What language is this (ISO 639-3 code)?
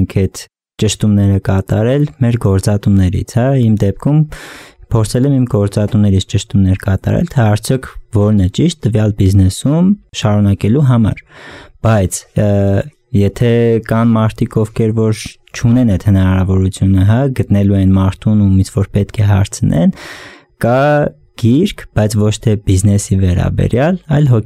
hye